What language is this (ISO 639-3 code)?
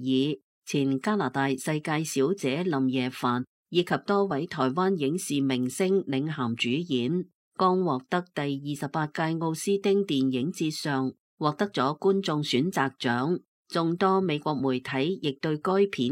yue